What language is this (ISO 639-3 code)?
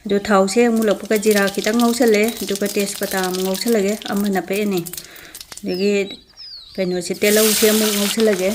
mni